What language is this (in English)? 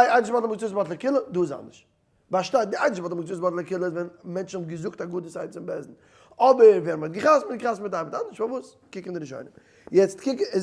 Yiddish